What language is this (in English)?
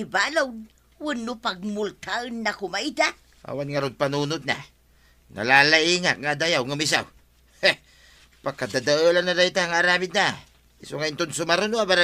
Iloko